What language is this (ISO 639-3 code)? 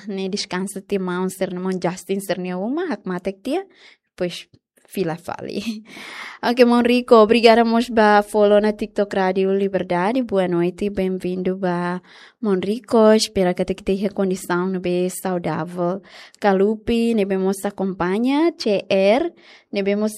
tet